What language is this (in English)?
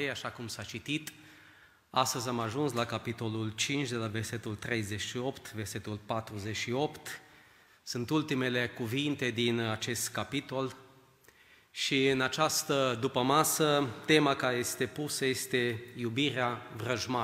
Romanian